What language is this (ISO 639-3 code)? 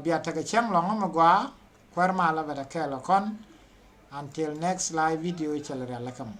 nus